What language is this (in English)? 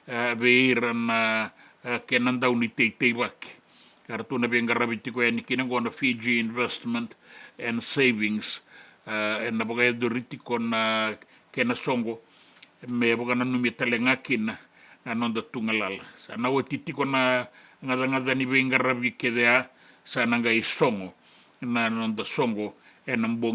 Fijian